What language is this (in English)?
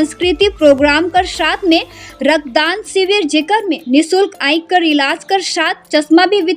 Sadri